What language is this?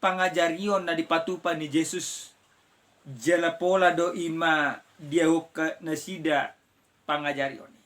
Batak Toba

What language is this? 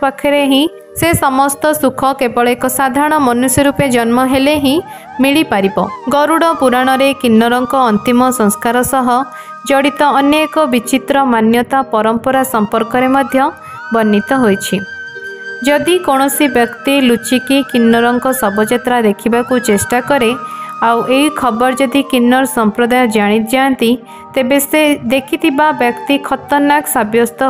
Odia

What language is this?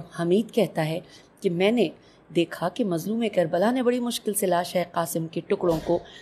Urdu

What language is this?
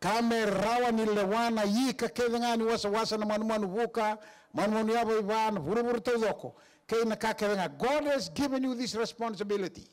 Fijian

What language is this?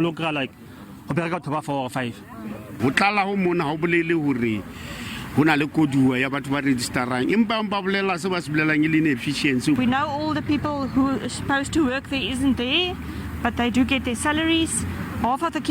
Southern Sotho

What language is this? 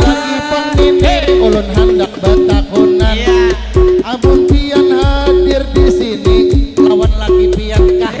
Banjar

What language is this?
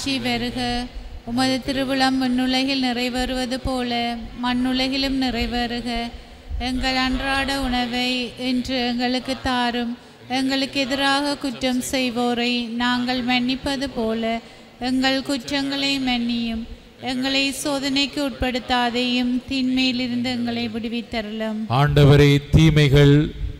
Tamil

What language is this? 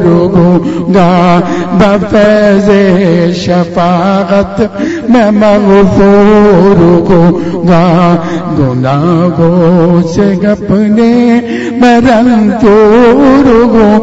Urdu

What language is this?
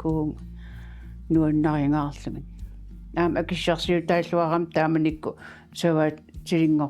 Kalaallisut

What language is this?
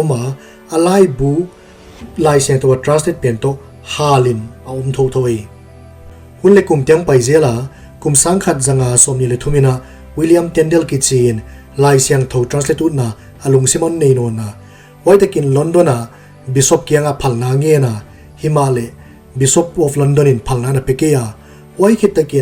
Paite Chin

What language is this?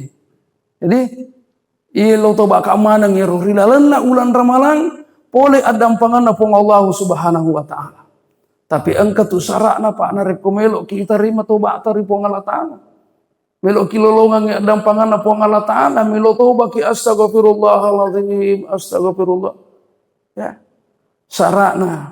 Buginese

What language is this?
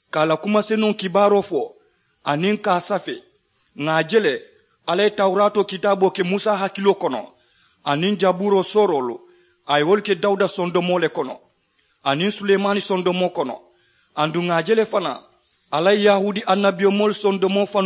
Mandingo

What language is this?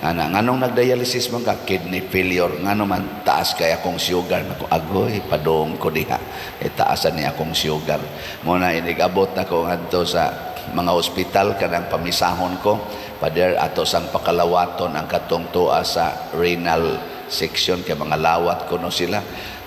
Cebuano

